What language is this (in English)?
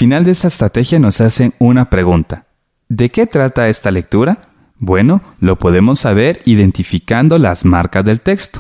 Spanish